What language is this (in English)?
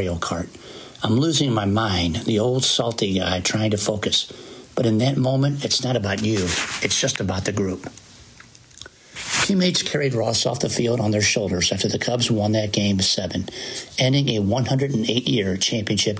English